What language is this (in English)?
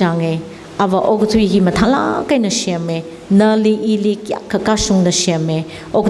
Tangkhul Naga (India)